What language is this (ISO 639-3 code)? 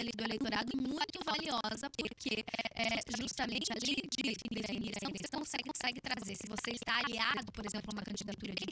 por